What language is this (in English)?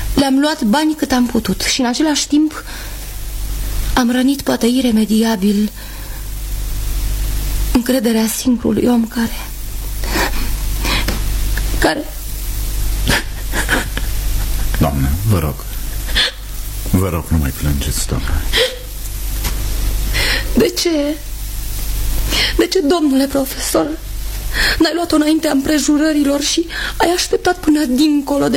Romanian